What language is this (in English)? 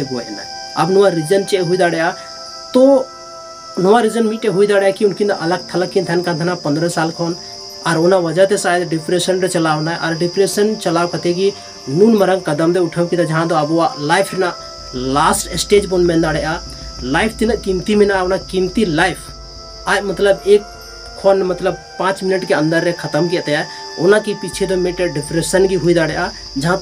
Santali